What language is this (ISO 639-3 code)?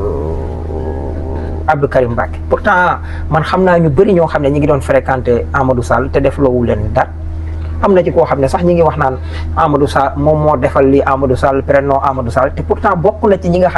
wol